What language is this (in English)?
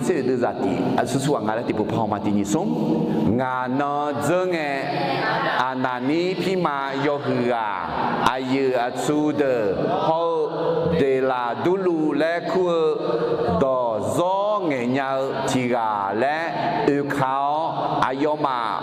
Akha